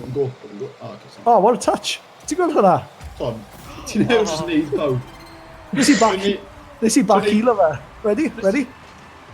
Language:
Welsh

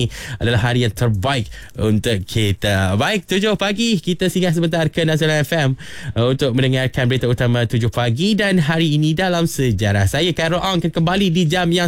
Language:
Malay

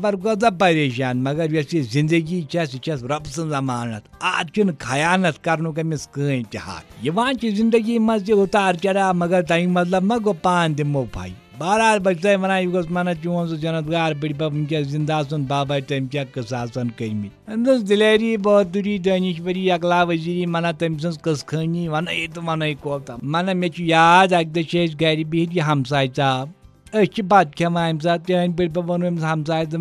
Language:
Kashmiri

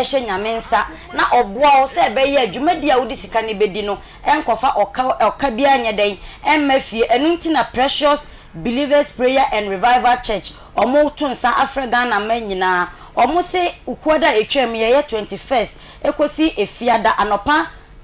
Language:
Akan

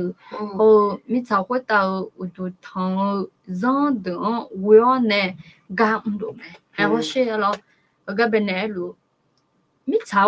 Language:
Akha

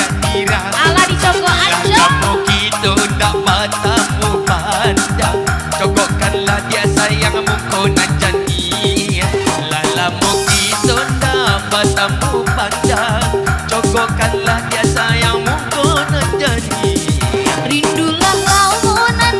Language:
Minangkabau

